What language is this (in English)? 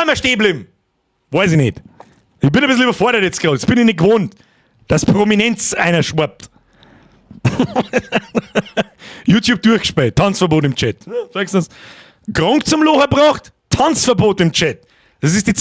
Bavarian